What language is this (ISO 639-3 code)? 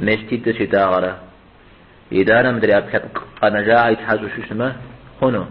kbd